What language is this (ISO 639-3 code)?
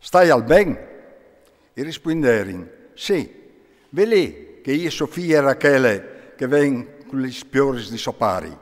fur